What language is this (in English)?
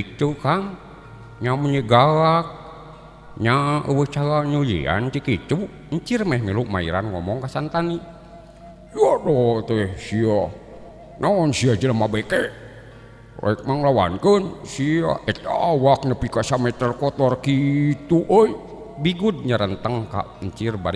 Sundanese